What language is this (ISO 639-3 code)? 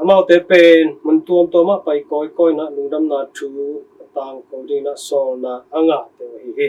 ctd